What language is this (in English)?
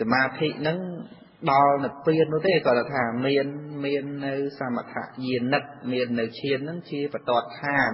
Khmer